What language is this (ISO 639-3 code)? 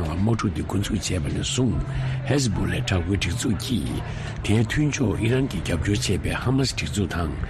bod